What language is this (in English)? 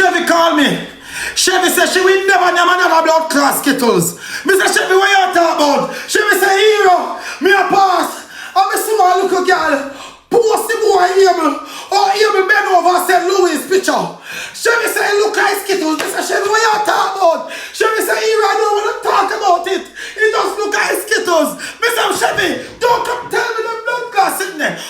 Jamaican Creole English